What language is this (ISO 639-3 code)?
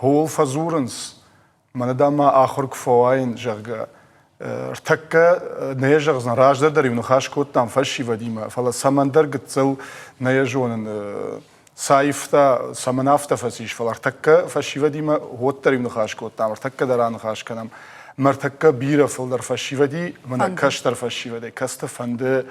oss